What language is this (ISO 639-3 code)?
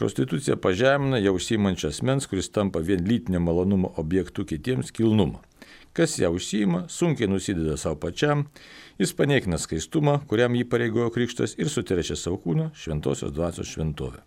lit